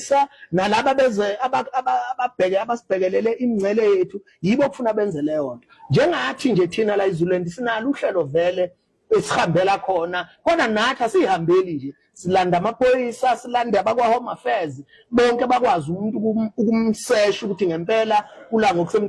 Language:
Zulu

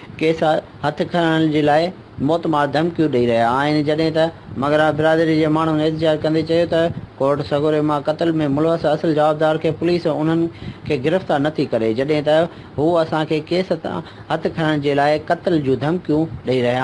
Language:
Sindhi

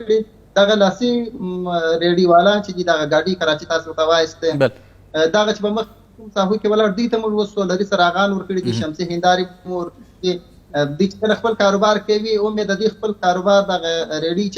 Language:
Pashto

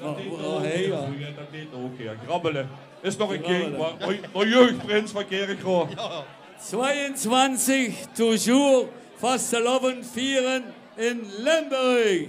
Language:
Limburgish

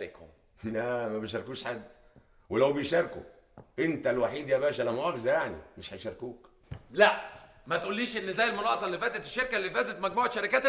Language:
Egyptian Arabic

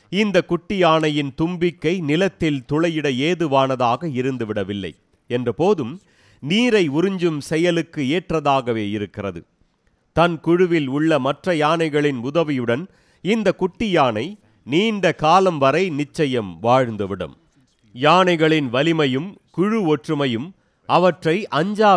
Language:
Tamil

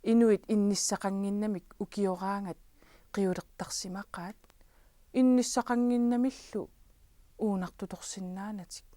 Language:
Kalaallisut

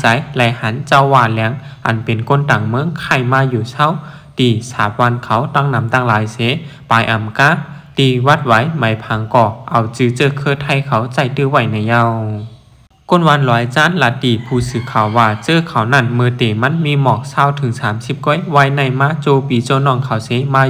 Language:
Shan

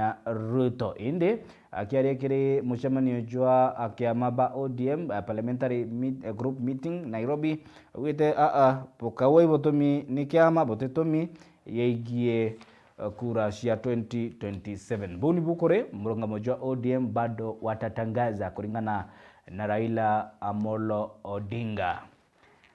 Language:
Meru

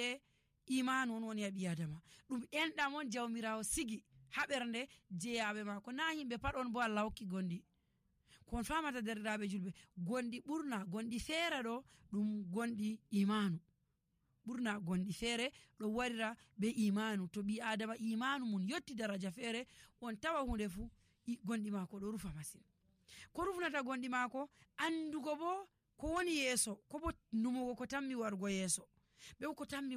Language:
Nigerian Fulfulde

